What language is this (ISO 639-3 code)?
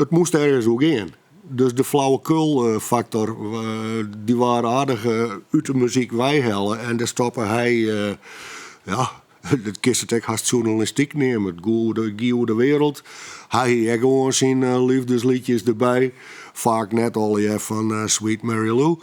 fry